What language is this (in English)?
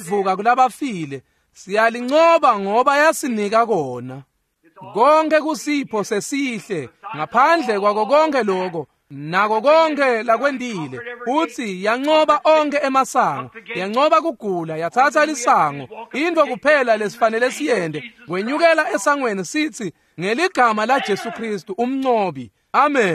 Swati